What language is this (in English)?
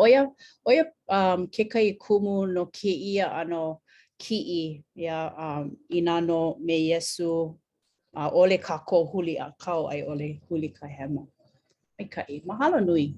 Hawaiian